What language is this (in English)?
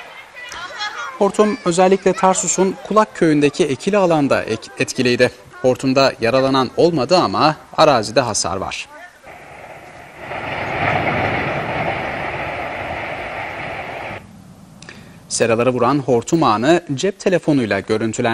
Turkish